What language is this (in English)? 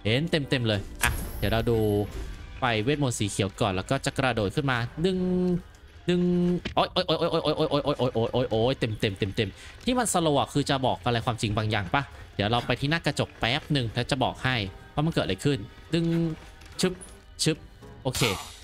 Thai